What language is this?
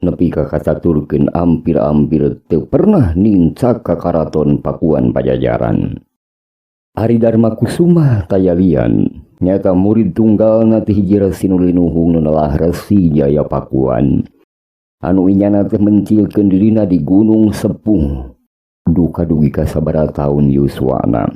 Sundanese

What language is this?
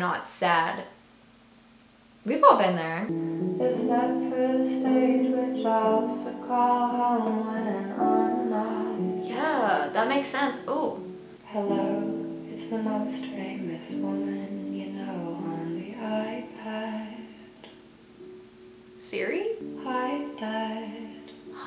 English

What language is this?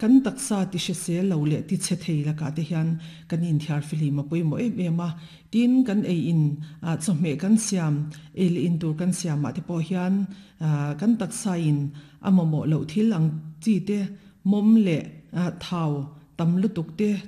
Mizo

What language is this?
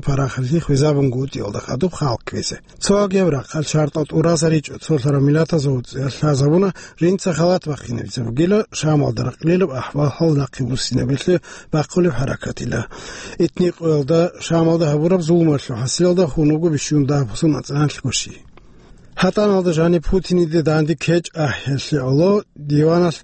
Avaric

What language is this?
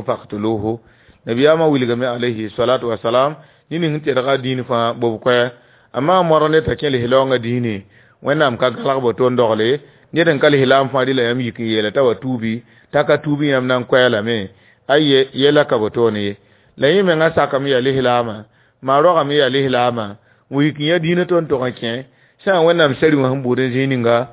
Mossi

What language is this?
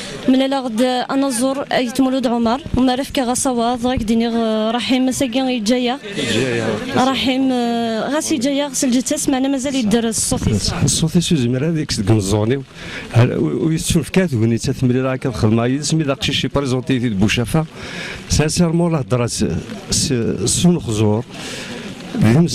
Kabyle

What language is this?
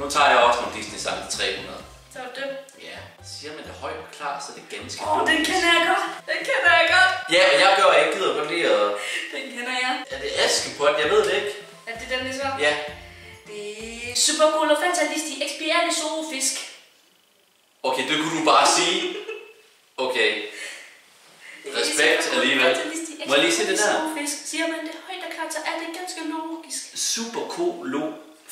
Danish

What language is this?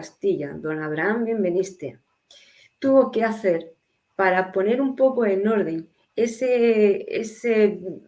Ladino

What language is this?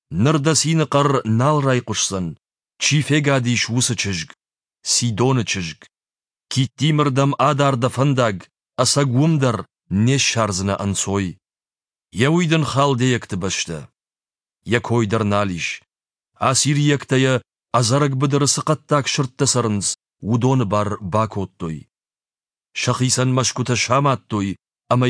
Ossetic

